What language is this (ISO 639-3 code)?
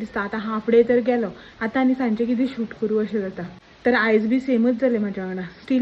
kok